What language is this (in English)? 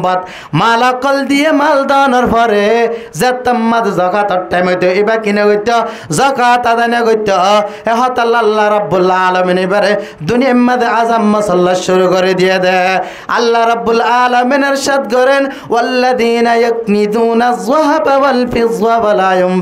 Rohingya